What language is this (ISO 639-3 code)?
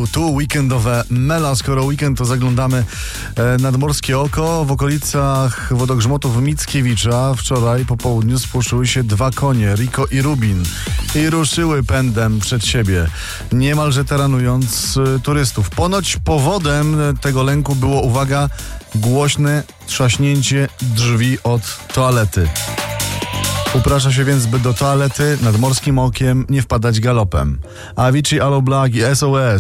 pol